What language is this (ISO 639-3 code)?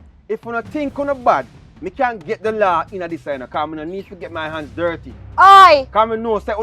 jam